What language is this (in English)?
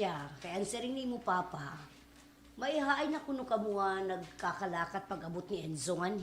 Waray